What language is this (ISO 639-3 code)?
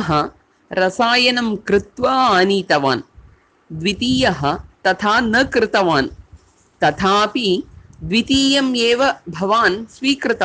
san